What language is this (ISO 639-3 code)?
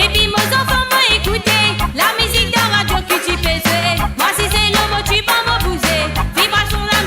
mfe